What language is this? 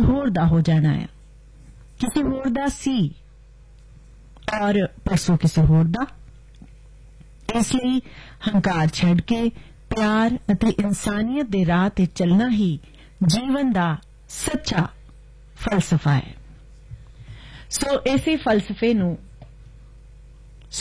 Punjabi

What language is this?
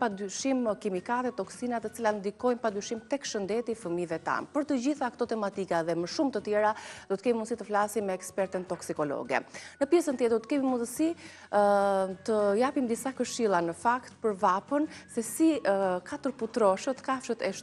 Albanian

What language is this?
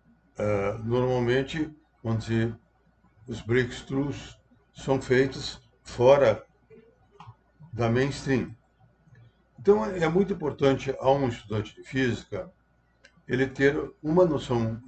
Portuguese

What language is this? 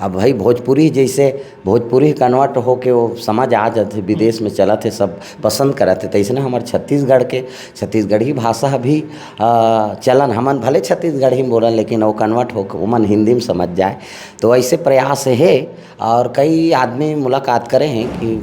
Chhattisgarhi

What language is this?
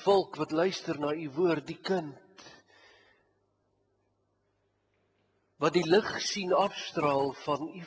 Afrikaans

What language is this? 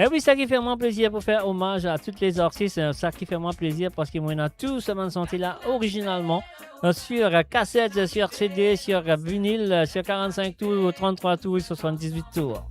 Morisyen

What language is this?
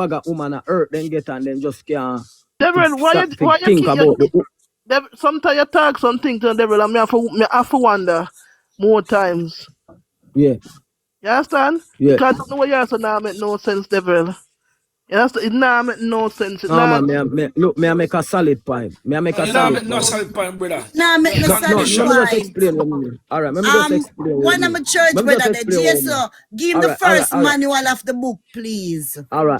Jamaican Creole English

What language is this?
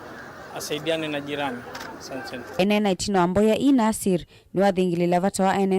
Kamba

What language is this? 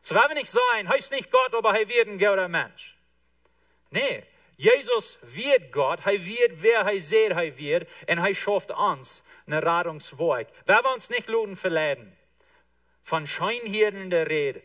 Plautdietsch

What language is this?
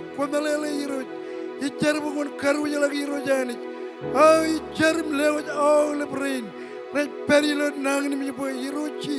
Marshallese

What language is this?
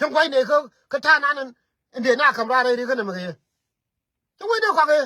Nuer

